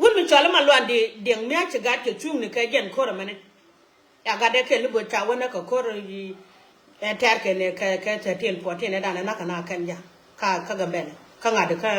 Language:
Nuer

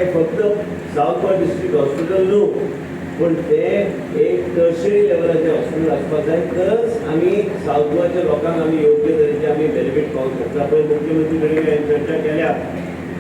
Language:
Konkani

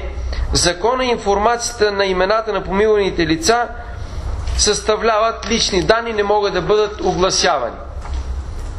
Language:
Bulgarian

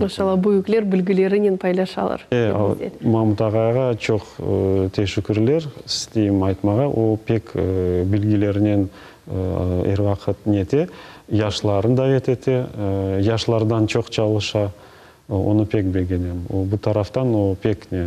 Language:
Crimean Tatar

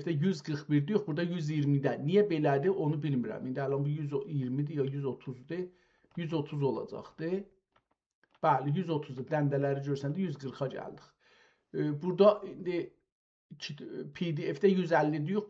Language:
South Azerbaijani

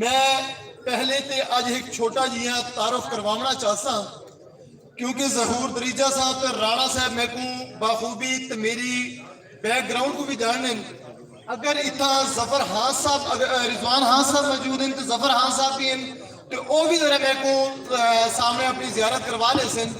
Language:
Saraiki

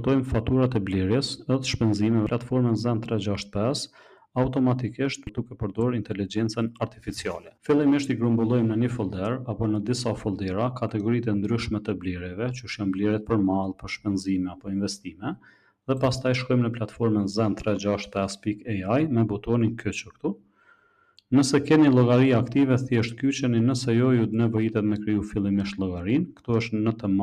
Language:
Albanian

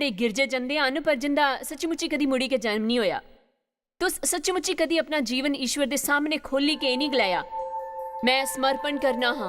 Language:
Dogri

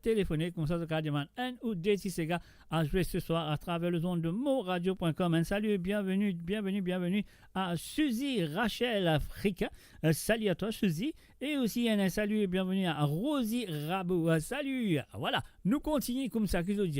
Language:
Morisyen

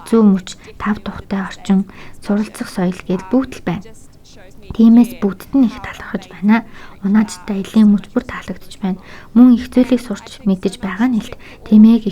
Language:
Mongolian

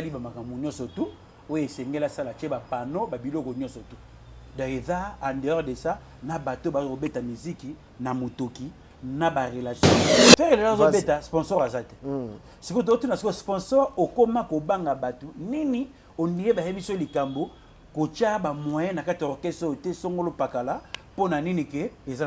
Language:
Lingala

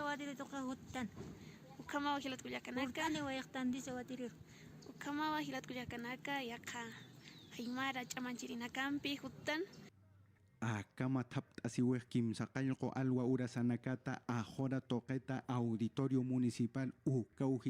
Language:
Aymara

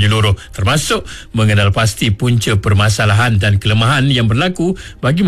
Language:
Malay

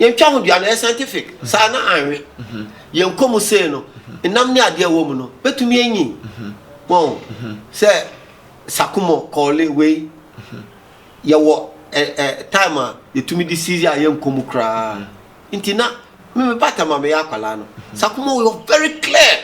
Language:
Akan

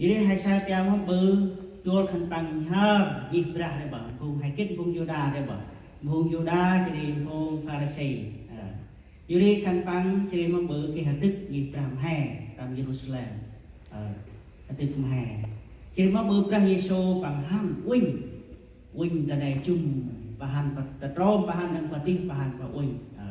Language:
Central Mnong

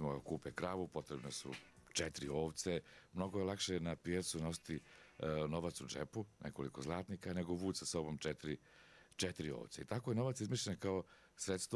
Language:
Serbian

